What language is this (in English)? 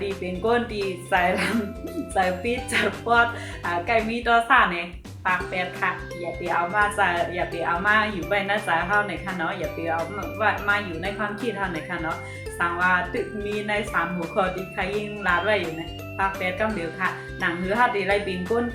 Shan